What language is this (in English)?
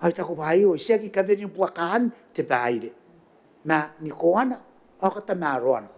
Gilbertese